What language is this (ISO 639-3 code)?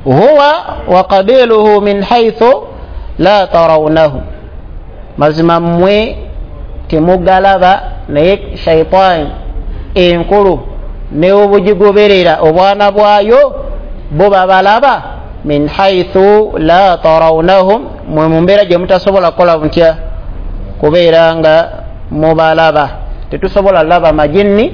lug